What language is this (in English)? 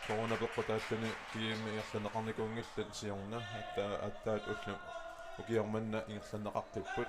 Kalaallisut